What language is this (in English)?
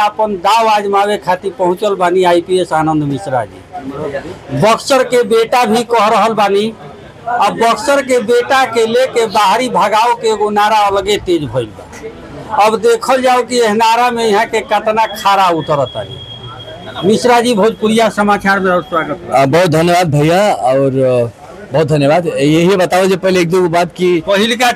Bhojpuri